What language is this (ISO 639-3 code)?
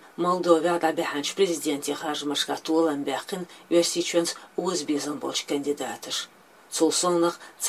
che